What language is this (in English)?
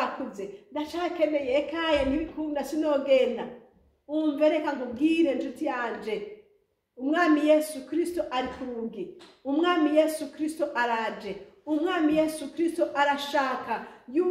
Rundi